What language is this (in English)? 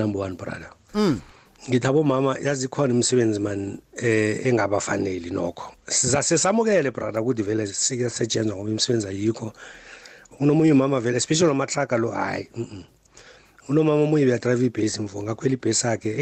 South Ndebele